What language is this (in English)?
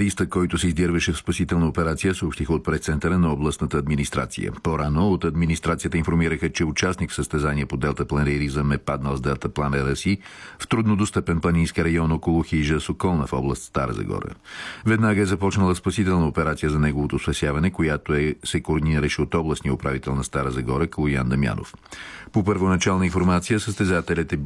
Bulgarian